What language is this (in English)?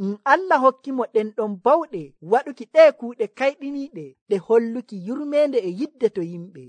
Nigerian Fulfulde